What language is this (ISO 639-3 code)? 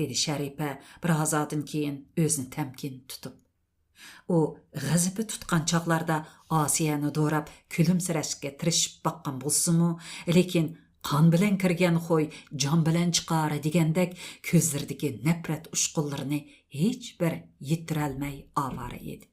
uig